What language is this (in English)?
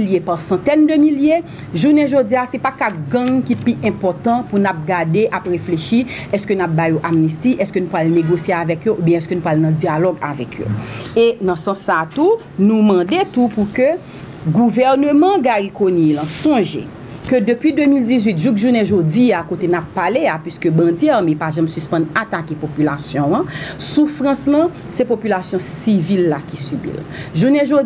Haitian Creole